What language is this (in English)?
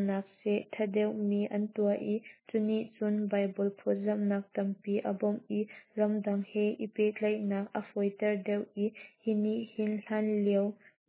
Hakha Chin